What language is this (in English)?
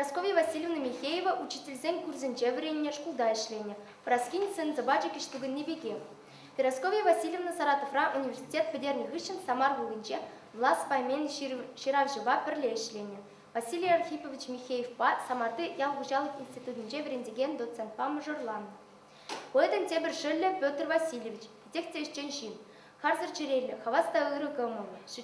Chuvash